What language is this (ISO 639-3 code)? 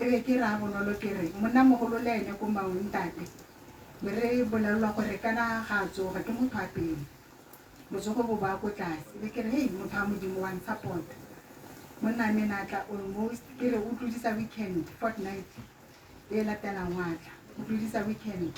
tsn